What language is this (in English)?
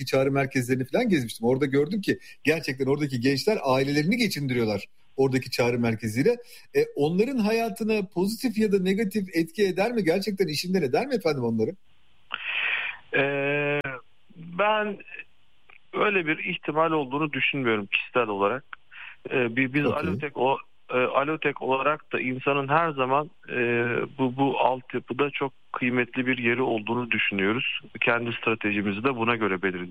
Turkish